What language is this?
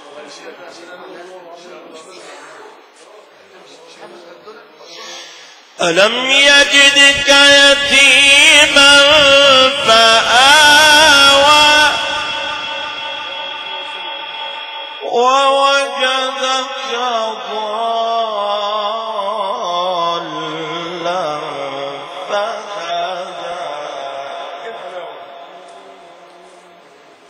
Arabic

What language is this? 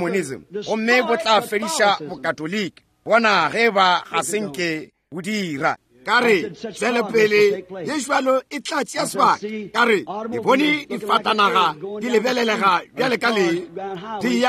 Northern Sotho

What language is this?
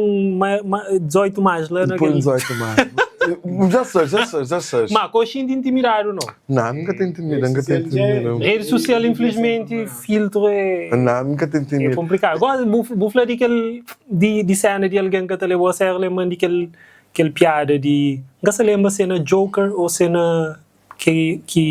Kabuverdianu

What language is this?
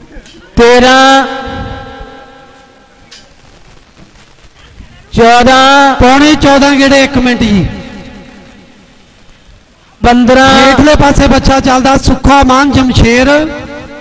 Punjabi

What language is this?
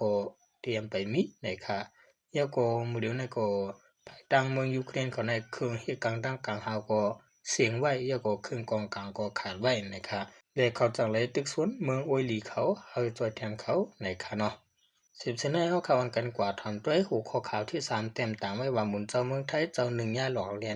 Shan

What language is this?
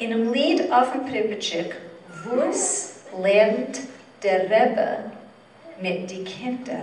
Yiddish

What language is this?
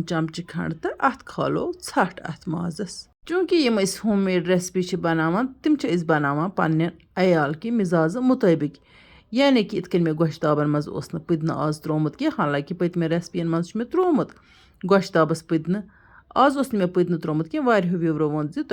Kashmiri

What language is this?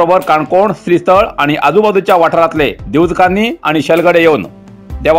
Konkani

